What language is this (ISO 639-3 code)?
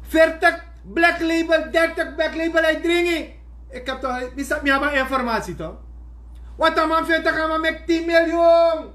srn